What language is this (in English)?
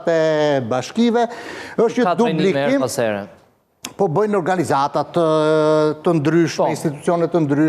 Albanian